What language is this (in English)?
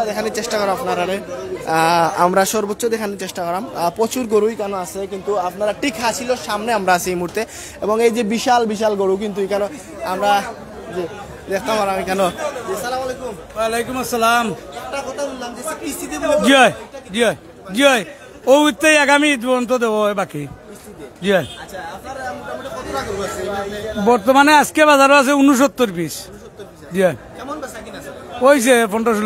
Sylheti